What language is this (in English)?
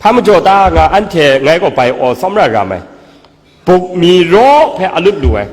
Kachin